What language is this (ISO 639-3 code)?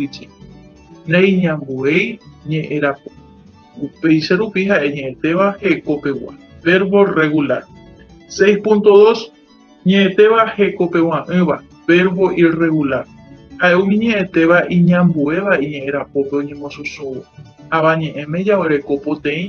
grn